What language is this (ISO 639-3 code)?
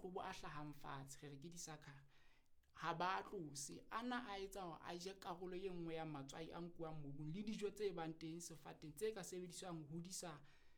sot